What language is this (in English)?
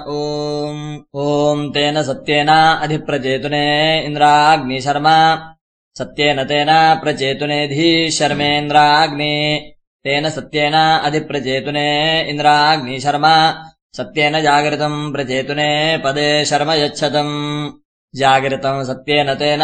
Sanskrit